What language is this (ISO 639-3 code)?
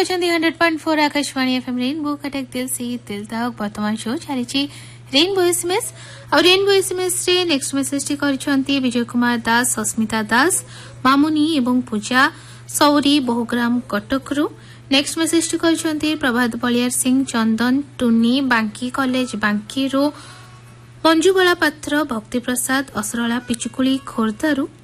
ori